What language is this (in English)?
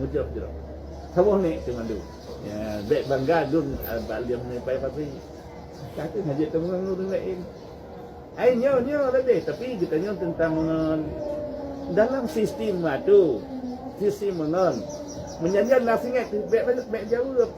Achinese